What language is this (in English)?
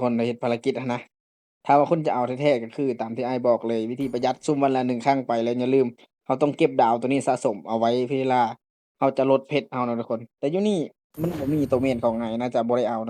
Lao